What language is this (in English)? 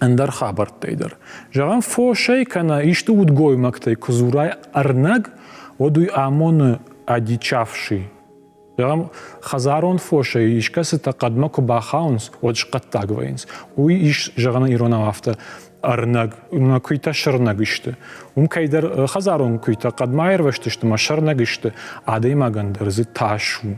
Ossetic